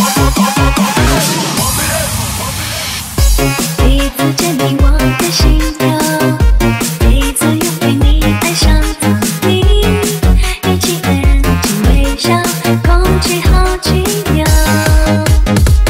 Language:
Chinese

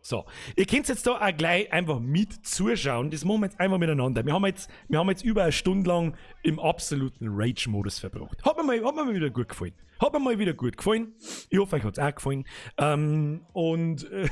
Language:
Bavarian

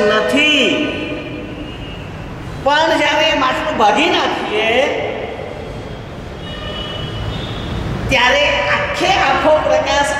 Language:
Gujarati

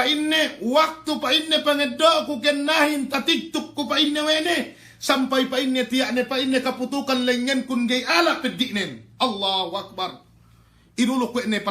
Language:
Yakan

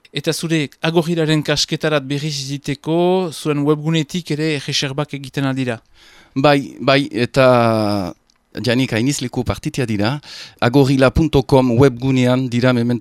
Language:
Basque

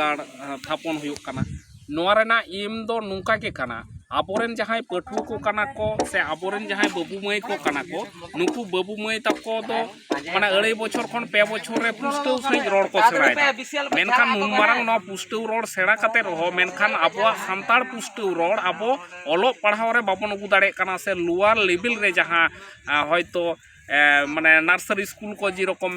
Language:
Santali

